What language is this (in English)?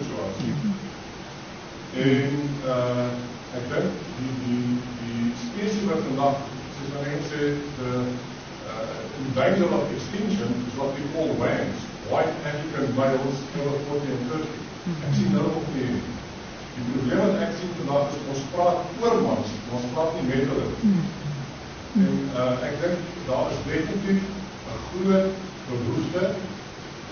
Afrikaans